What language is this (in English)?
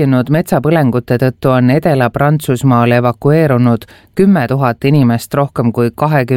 Estonian